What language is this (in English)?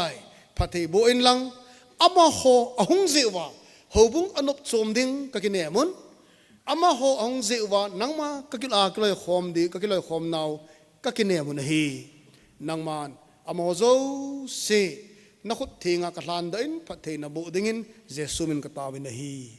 Thado Chin